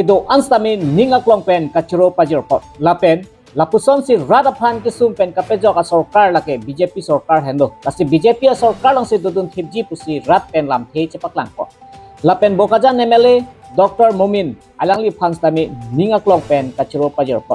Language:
Karbi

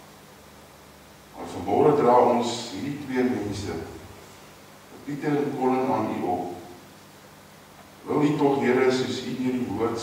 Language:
Afrikaans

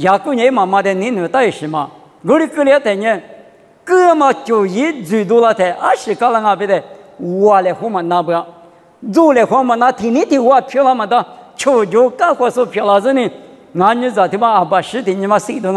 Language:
Lisu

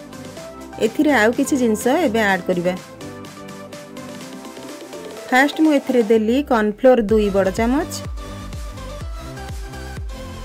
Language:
Odia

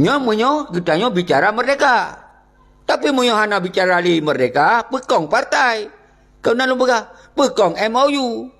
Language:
Achinese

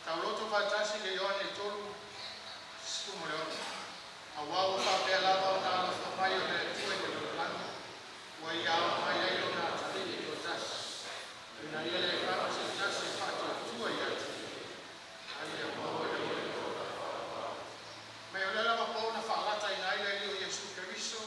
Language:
Samoan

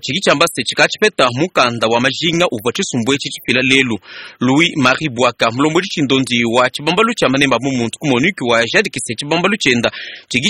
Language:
Luba-Lulua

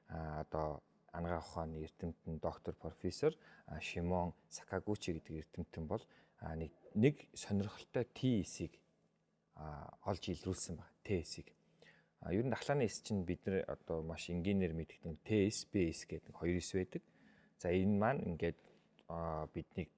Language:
Mongolian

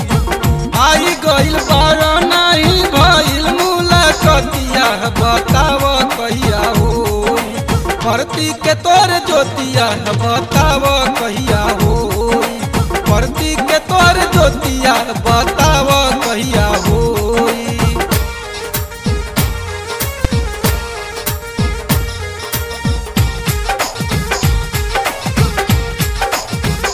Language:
Bhojpuri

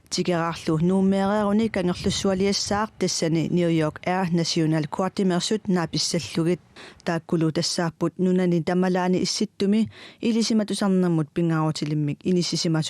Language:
Kalaallisut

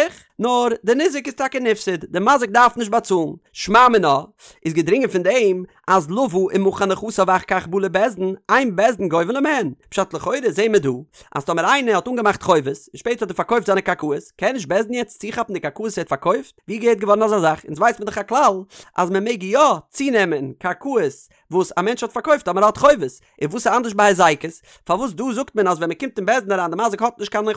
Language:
Yiddish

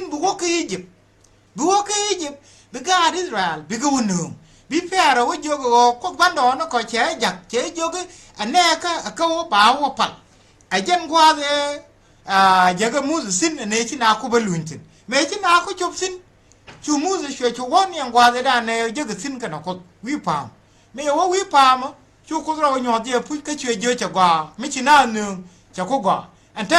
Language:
Nuer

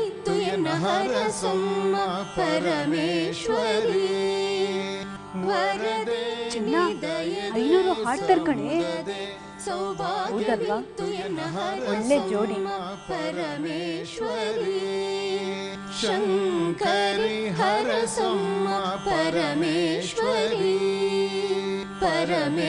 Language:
Kannada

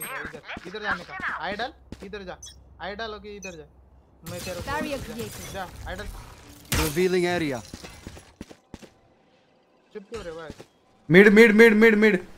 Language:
Hindi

